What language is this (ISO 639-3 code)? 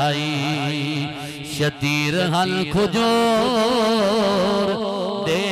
skr